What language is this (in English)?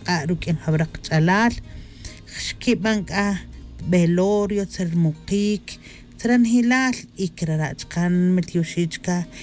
Tz'utujil